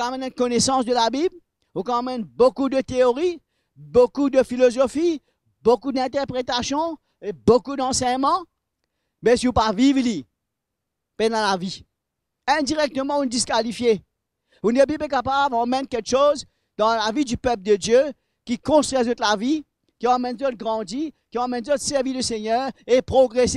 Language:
Morisyen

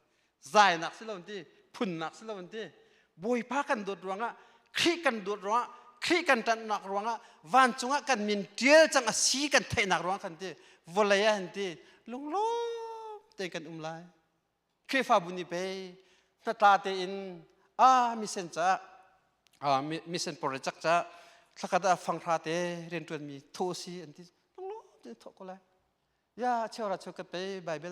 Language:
Hakha Chin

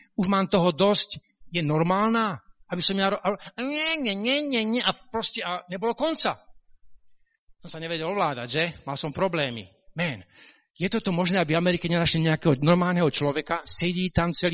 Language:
Slovak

